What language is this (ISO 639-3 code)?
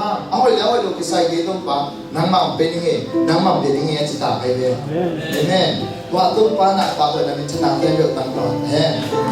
ctd